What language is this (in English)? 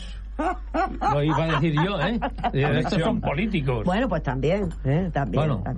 Spanish